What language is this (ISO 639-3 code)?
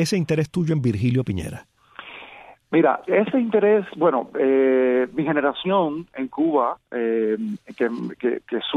spa